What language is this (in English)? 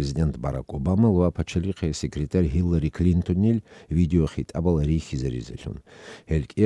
Avaric